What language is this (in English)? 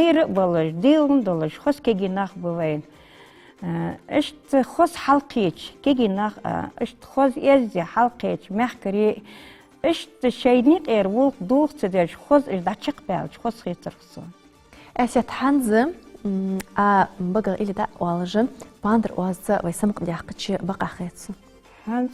Ingush